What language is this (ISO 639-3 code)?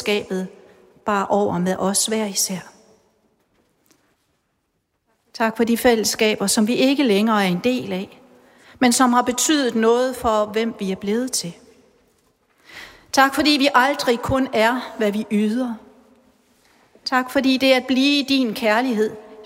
dan